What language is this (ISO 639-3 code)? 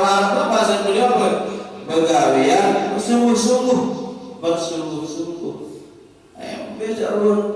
sas